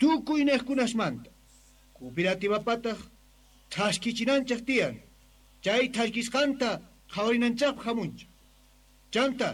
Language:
Quechua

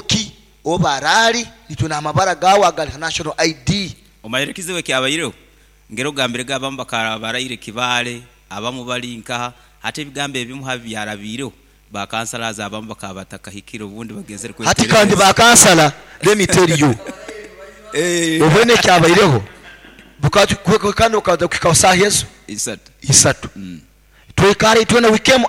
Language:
Nyoro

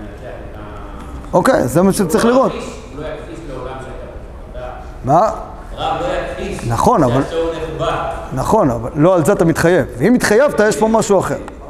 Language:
Hebrew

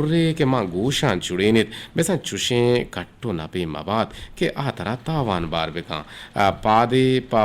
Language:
Eastern Balochi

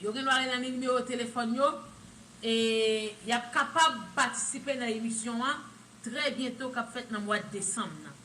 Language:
Haitian Creole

